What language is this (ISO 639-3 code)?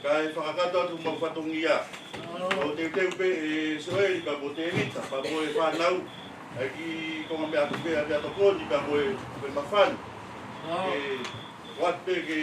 ton